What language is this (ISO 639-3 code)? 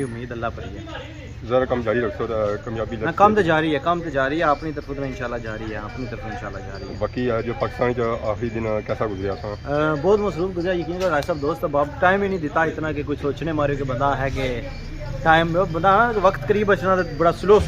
phr